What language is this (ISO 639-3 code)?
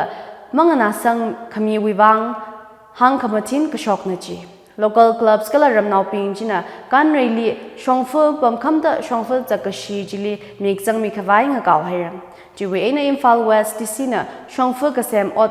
nmf